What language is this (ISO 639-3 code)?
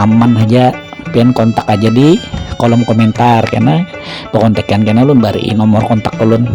bjn